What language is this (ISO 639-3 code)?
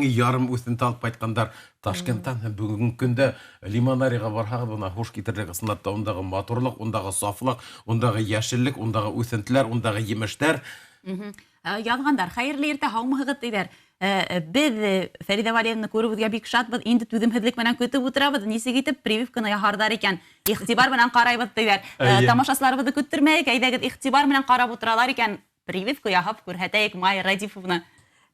bak